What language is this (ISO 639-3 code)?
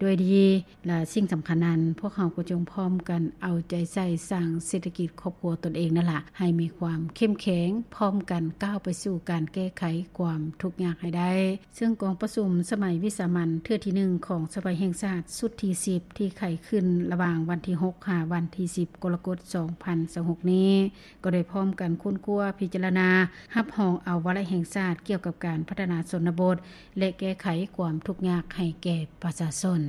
lao